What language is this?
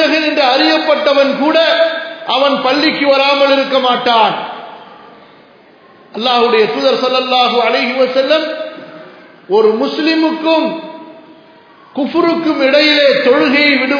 Tamil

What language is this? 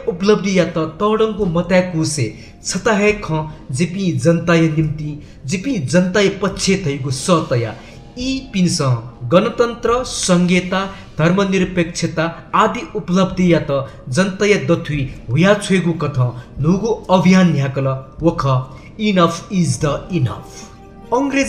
Newari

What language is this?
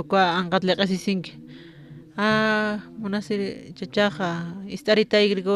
Aymara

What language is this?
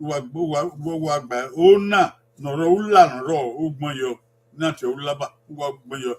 Bini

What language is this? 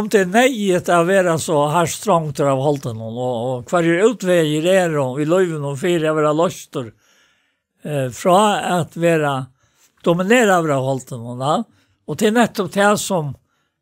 Faroese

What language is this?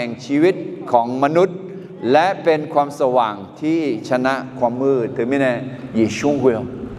Akha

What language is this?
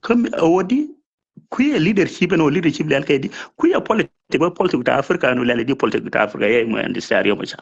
Nuer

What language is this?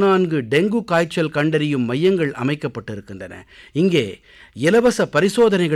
Tamil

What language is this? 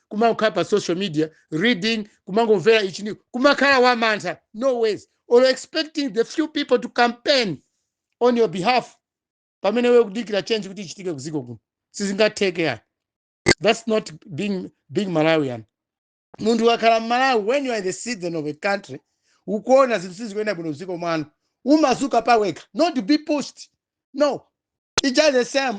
Nyanja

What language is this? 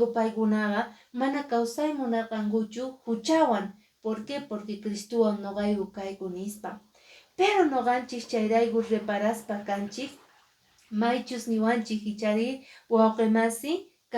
Quechua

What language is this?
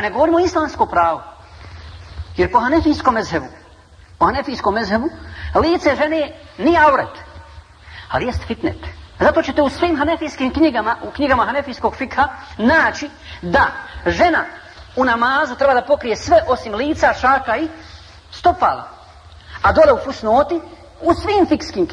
Bosnian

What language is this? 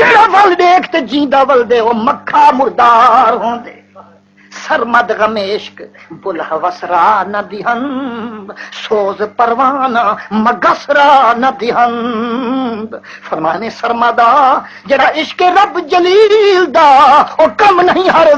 Saraiki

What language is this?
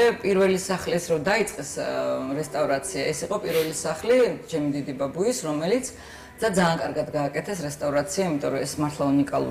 Georgian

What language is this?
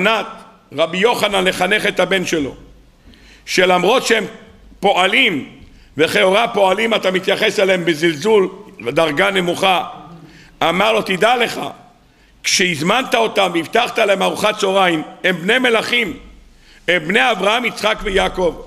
Hebrew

